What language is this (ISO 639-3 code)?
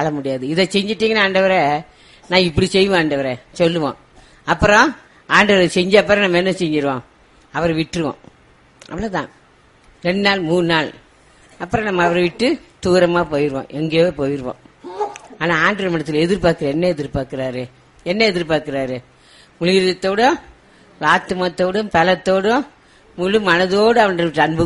tam